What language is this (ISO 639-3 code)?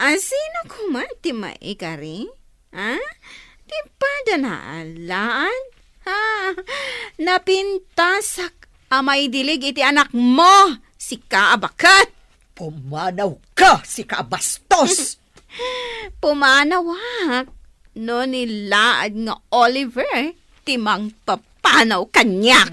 ilo